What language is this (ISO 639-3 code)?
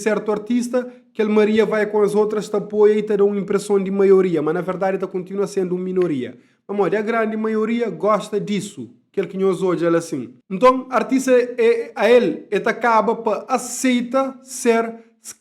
kea